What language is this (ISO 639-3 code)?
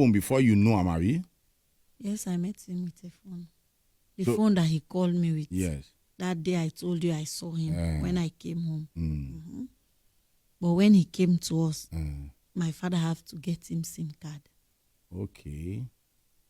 pcm